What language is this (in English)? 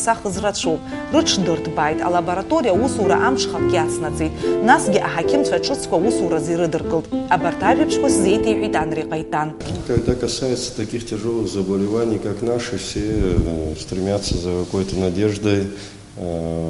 Abkhazian